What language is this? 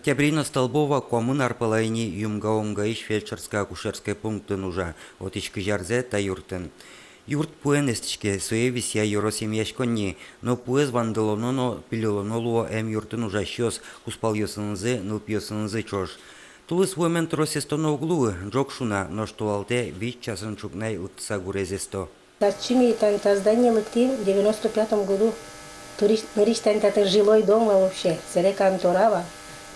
Udmurt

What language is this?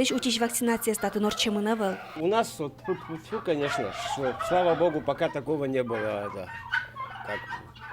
Udmurt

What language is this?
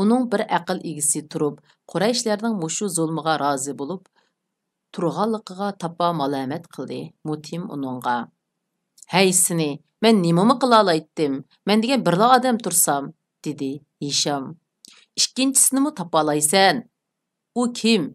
Uyghur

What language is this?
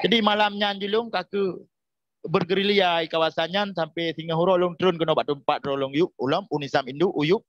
Achinese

